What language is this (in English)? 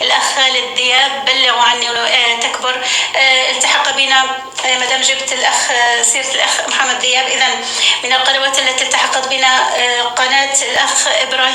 North Levantine Arabic